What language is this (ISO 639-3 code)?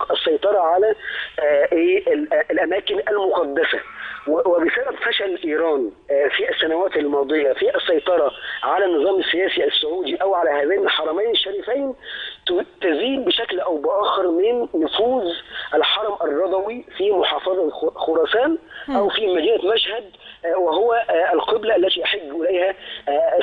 arz